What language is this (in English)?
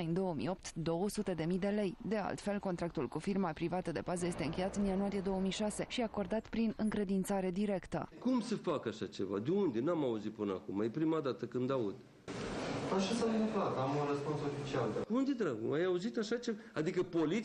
Romanian